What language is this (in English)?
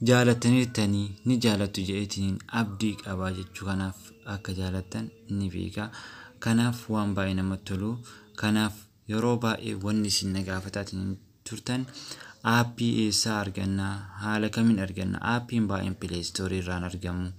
Oromo